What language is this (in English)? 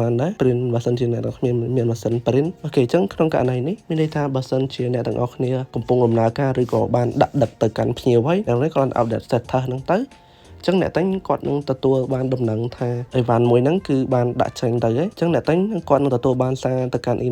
Khmer